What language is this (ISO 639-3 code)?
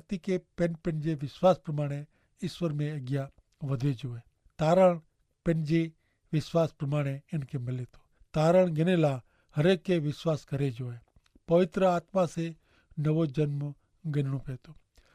kfr